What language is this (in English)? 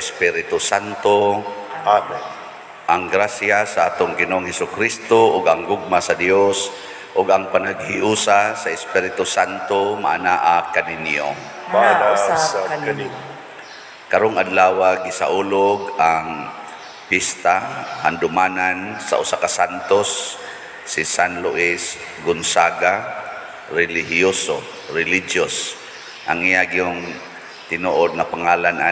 Cebuano